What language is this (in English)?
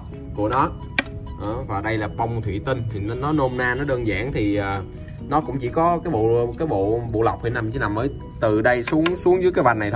Vietnamese